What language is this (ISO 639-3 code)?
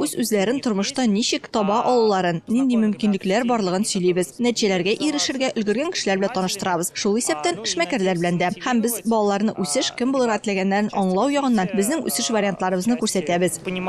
tat